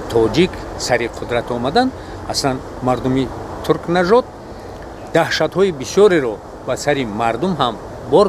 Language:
Tajik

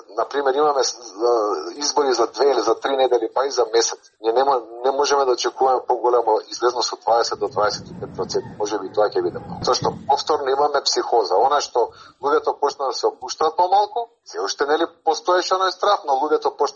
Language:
Macedonian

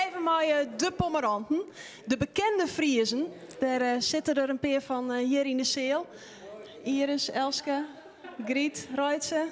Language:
Western Frisian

